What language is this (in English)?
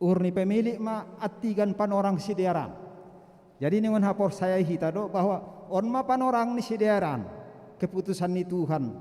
Batak Simalungun